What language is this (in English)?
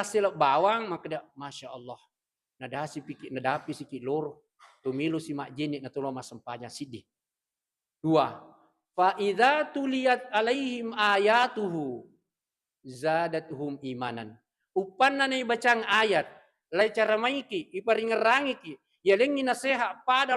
Buginese